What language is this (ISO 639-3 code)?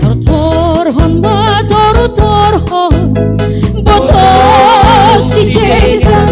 bts